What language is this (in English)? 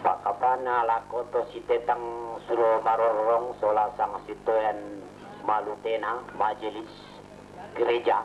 Toraja-Sa'dan